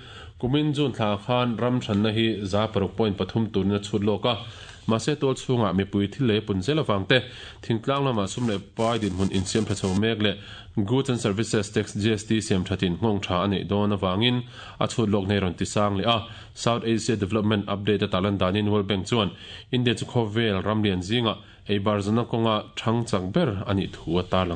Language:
Mizo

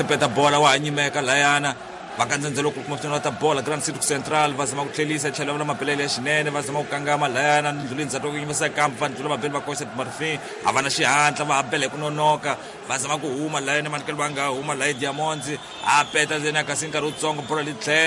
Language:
Tsonga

